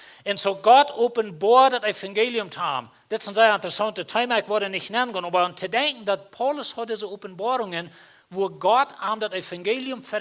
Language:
Plautdietsch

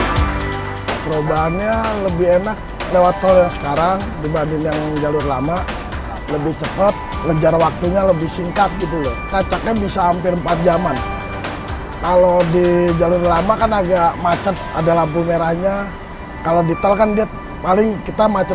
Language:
Indonesian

